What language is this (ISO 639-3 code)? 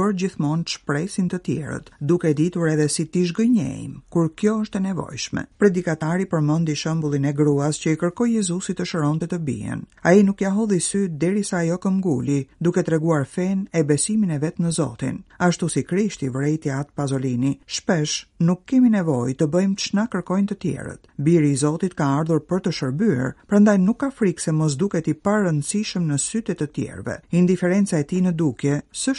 sqi